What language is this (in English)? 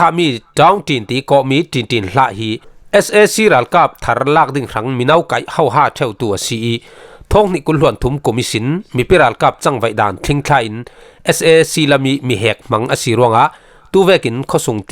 Falam Chin